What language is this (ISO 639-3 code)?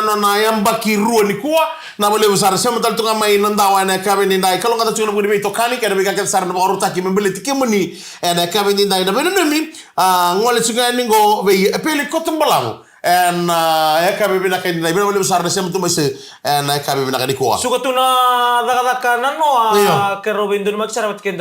fij